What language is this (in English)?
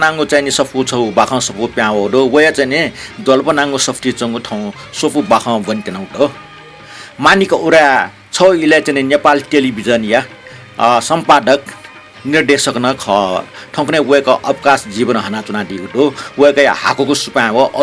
Newari